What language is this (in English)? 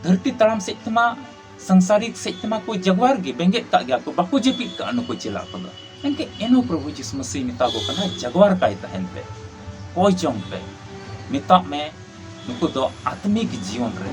Santali